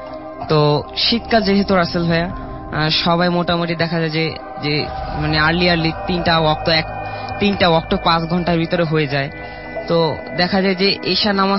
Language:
Bangla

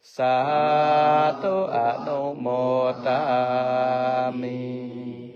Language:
Pali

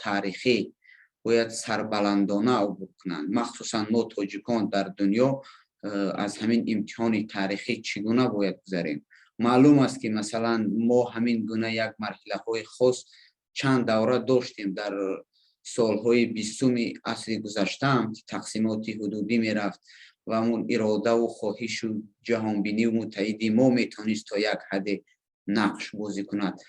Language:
Persian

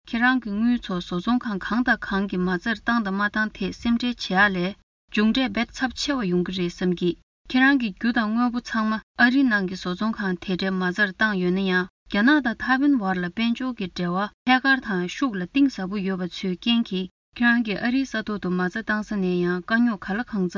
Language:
Tibetan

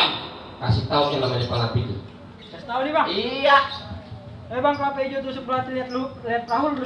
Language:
Betawi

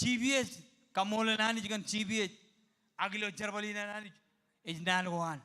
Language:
Marshallese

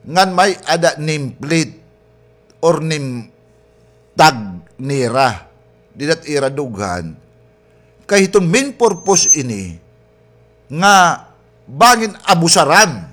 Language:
Waray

